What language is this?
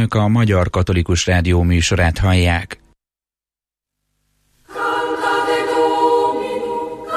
Hungarian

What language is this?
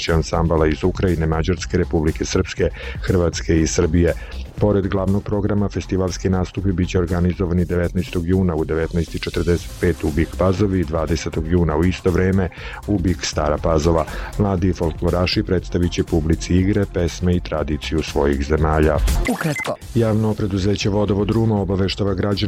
Serbian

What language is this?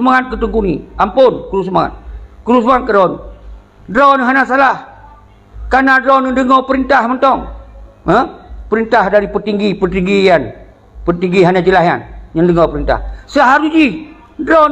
Achinese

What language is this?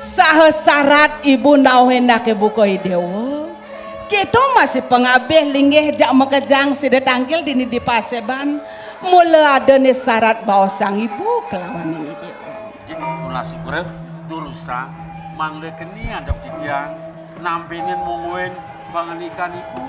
Balinese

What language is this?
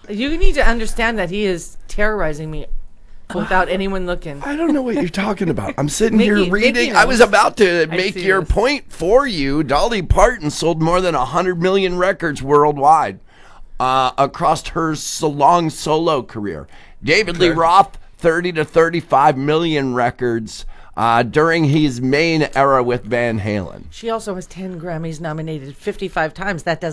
English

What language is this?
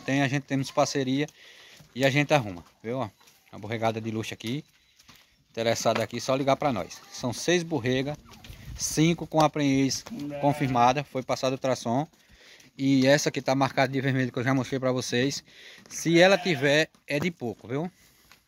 Portuguese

